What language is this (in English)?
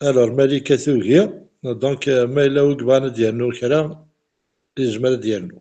Kabyle